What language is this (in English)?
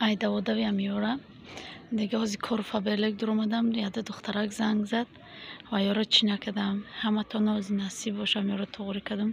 Tajik